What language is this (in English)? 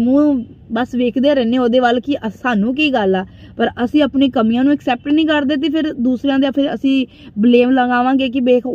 Punjabi